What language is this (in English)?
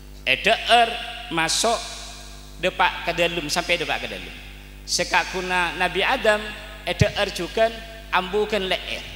Madurese